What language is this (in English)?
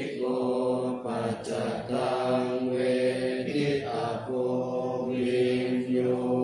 Pali